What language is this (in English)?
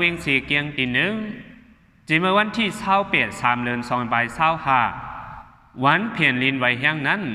Shan